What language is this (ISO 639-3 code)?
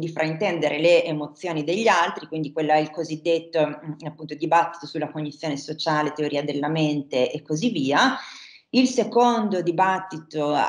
ita